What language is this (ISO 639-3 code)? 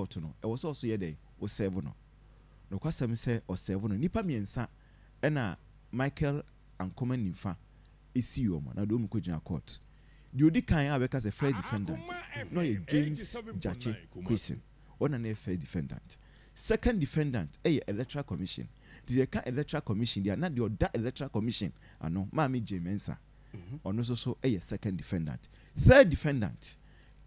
aka